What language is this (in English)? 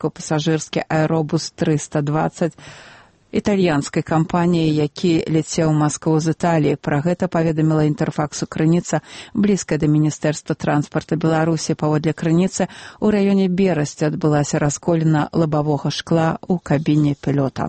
Belarusian